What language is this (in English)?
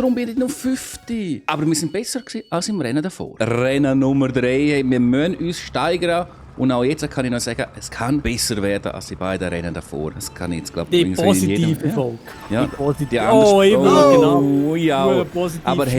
Swiss German